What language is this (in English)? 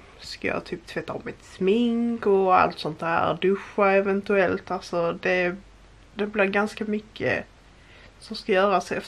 Swedish